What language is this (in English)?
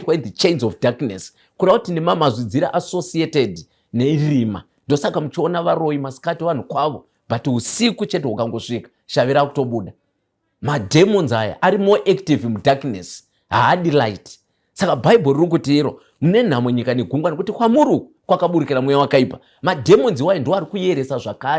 Shona